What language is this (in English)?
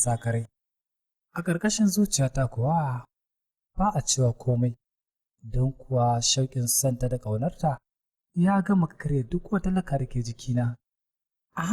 Hausa